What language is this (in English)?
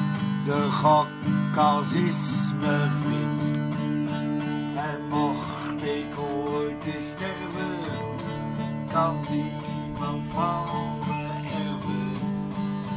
Dutch